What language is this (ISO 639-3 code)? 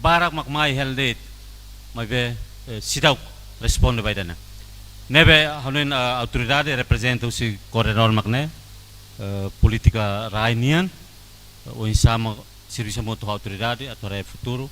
tet